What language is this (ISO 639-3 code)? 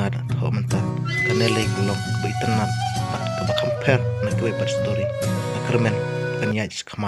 kha